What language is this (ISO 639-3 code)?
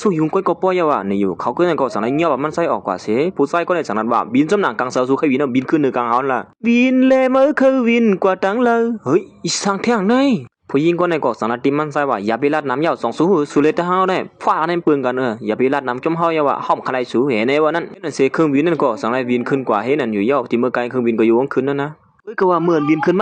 shn